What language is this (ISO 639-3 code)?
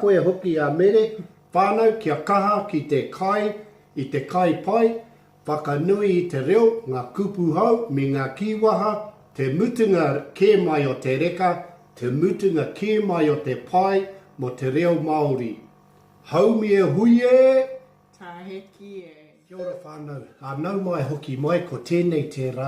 mri